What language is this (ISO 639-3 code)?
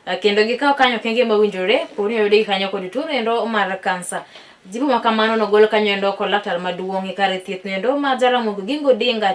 luo